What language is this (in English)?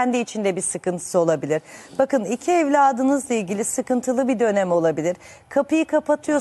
Turkish